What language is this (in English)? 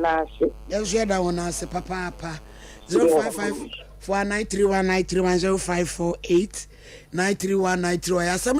Akan